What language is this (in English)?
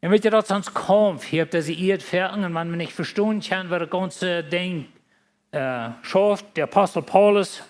Plautdietsch